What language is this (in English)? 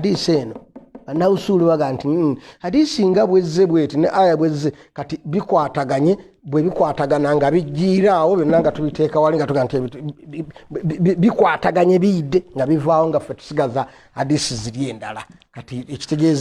Ganda